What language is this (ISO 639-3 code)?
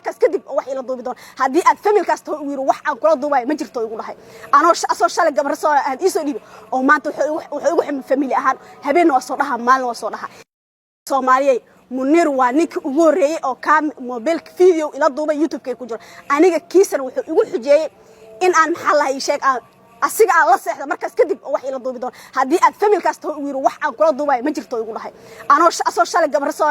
som